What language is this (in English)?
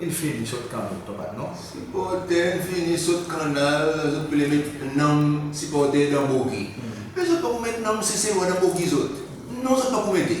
Seselwa Creole French